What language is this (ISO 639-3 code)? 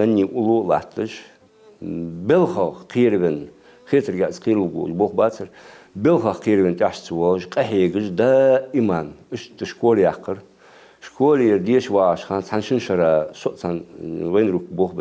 inh